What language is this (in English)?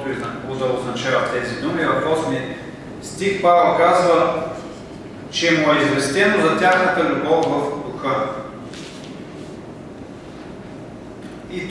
Bulgarian